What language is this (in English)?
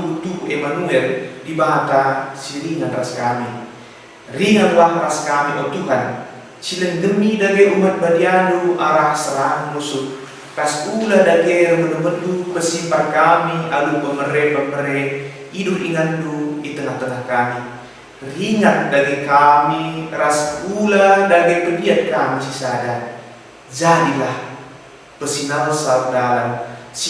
Batak Karo